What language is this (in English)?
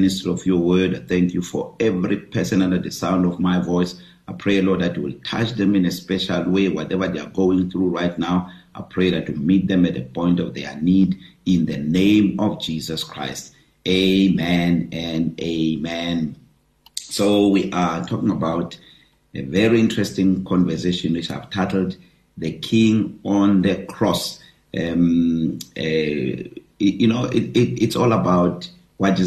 English